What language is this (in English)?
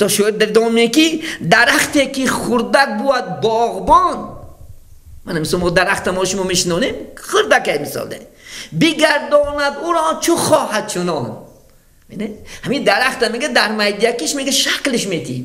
Tajik